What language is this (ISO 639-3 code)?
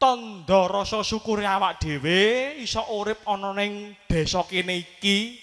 jav